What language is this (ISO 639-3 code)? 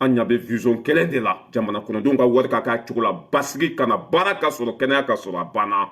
bam